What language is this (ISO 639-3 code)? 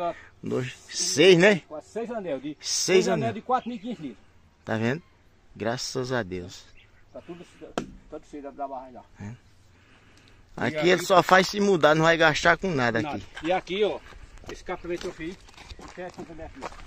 por